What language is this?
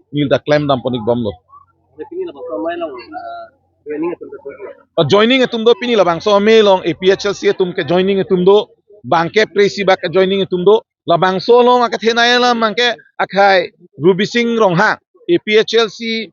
Karbi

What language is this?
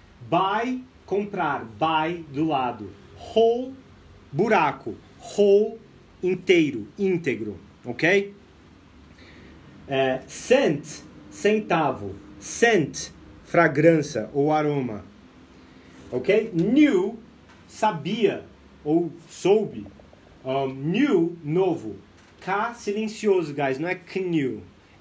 Portuguese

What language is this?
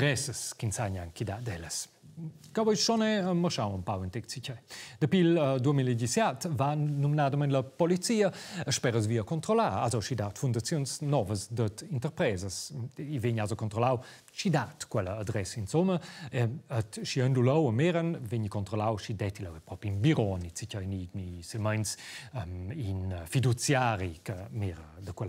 Romansh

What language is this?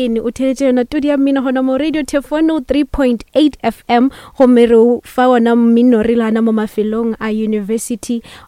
Northern Sotho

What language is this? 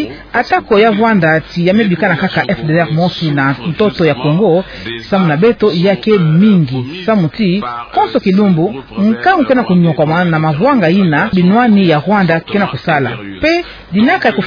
Kituba (Democratic Republic of Congo)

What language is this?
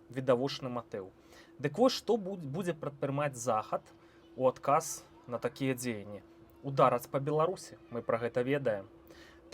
Belarusian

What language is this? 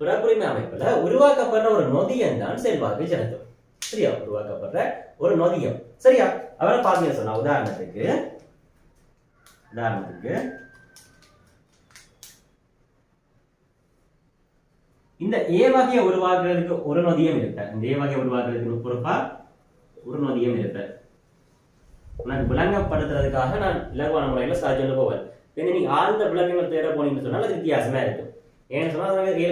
Tamil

